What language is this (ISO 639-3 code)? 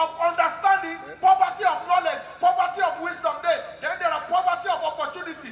pcm